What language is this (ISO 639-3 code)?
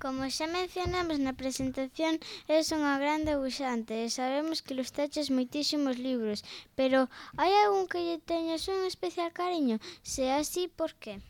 glg